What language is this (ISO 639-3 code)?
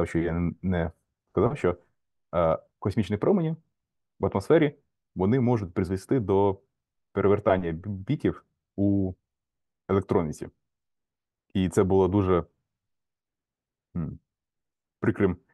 ukr